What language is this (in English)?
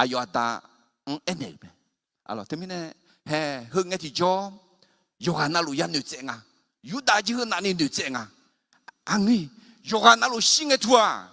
Akha